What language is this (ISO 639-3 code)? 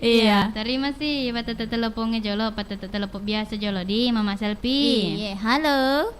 bug